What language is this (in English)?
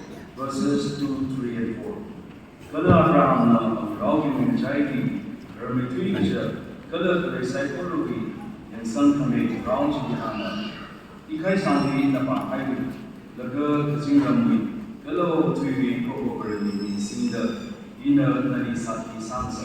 Tangkhul Naga (India)